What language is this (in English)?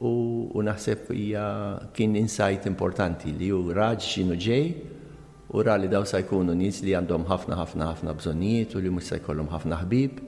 Maltese